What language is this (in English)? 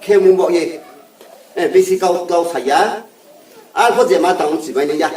Riang (India)